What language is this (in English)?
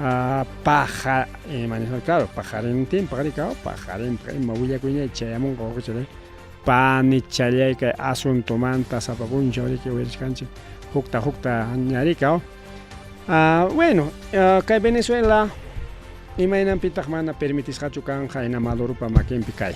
Ayacucho Quechua